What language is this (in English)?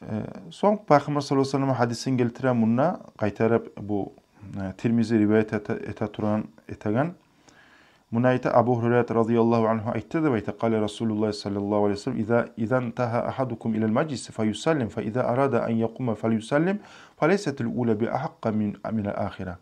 Kumyk